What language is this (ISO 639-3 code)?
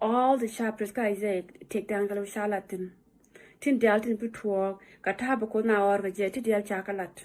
nus